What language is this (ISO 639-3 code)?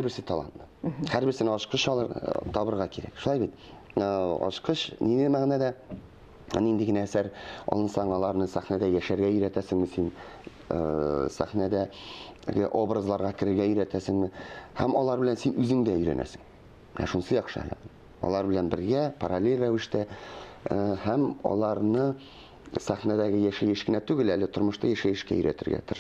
tat